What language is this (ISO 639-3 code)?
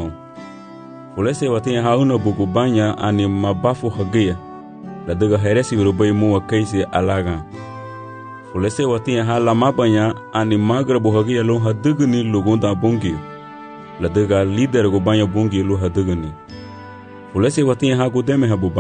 cab